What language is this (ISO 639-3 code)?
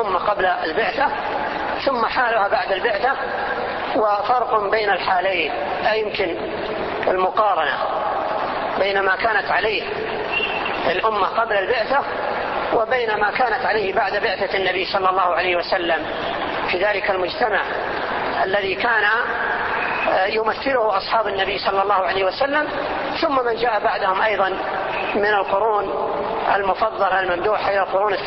ara